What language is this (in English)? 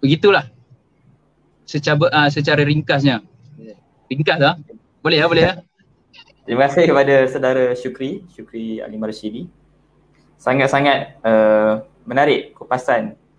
Malay